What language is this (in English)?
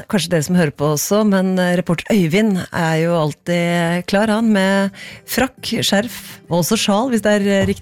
Norwegian